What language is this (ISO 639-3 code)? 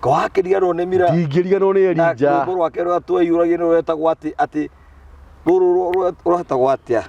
kik